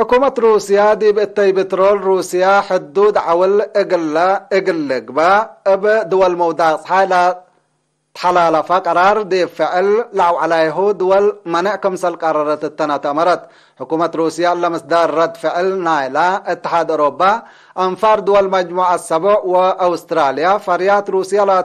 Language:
Tigre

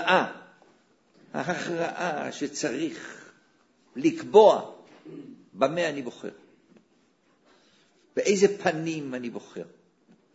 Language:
Hebrew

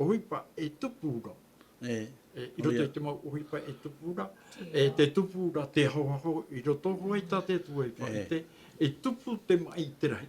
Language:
Tahitian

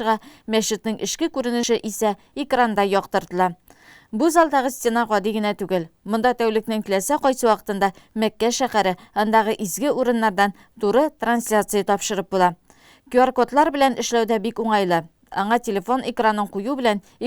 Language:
Tatar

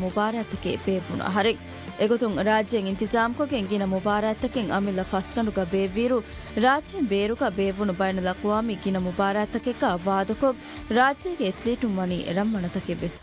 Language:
Divehi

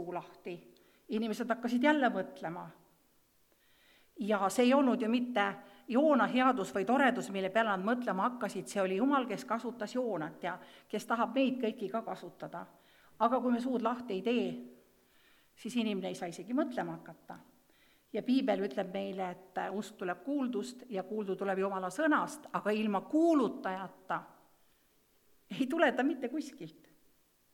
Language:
Estonian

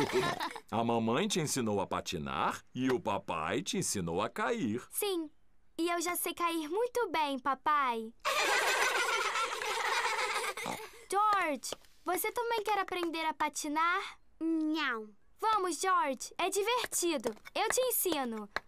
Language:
Portuguese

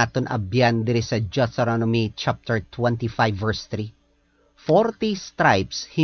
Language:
Hiligaynon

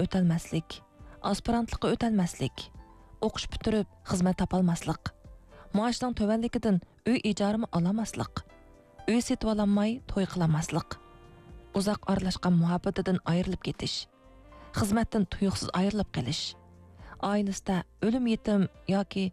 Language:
Uyghur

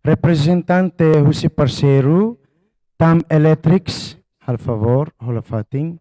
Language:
Tetum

